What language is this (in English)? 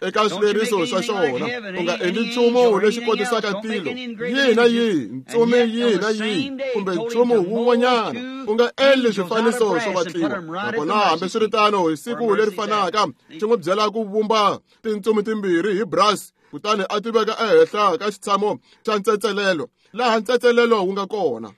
Tsonga